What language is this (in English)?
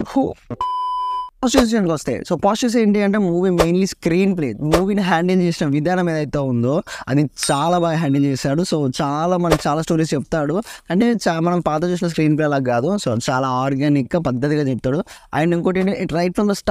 Telugu